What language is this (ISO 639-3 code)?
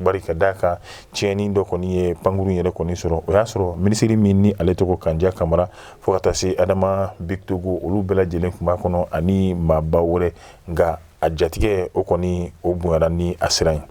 bam